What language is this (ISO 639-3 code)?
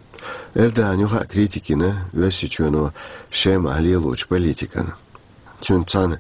che